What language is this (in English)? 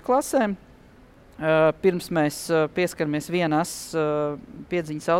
Latvian